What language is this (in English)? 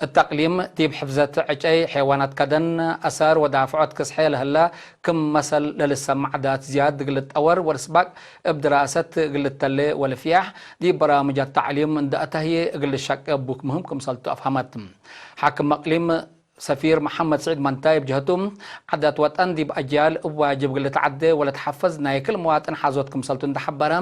Tigre